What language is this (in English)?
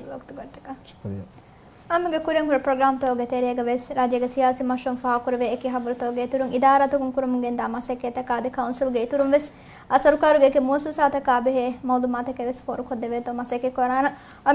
Divehi